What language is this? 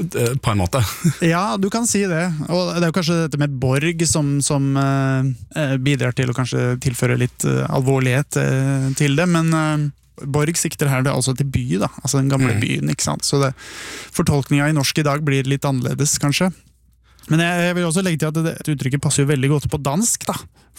Norwegian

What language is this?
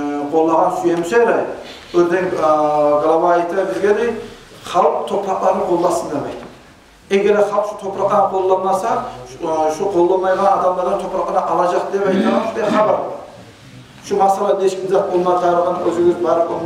Kumyk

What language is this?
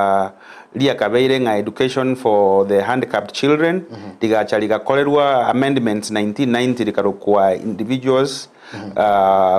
Gusii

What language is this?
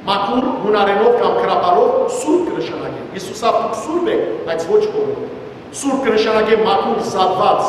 Western Armenian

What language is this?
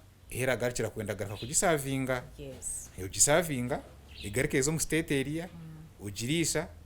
Nyankole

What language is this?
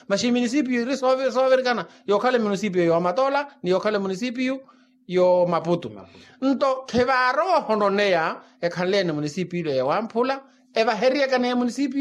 Makhuwa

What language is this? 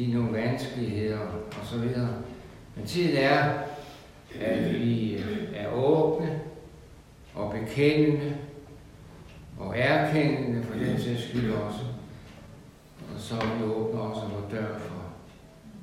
Danish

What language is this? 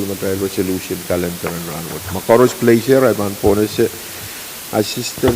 Pohnpeian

